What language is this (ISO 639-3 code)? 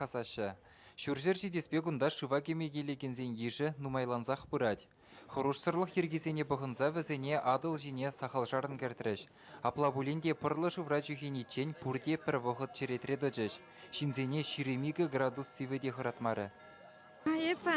chv